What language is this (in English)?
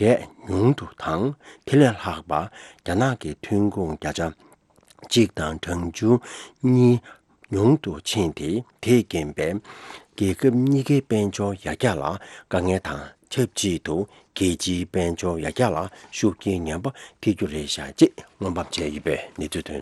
Tibetan